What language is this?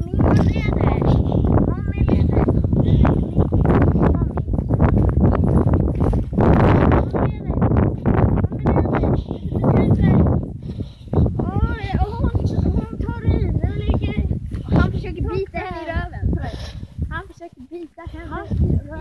Swedish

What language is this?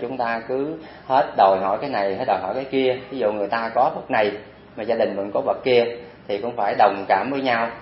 Vietnamese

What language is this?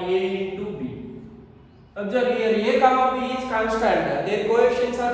English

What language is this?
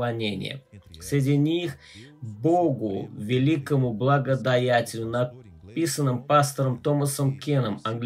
Russian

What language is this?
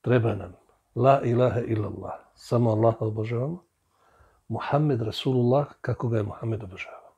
Bosnian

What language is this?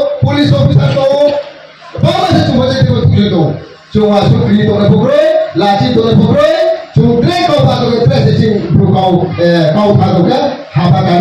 Riang (India)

